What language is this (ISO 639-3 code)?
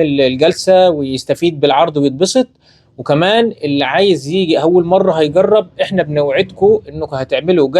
arz